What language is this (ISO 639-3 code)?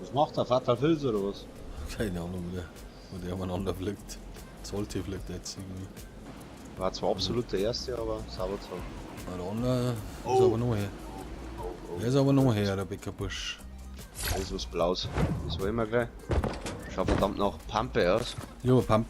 bar